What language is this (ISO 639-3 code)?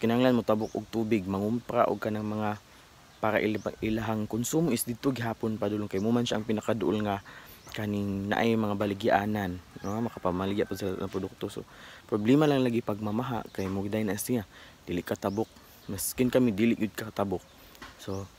ceb